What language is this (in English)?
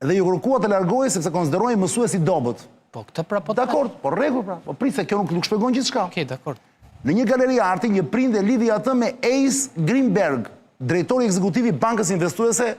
Albanian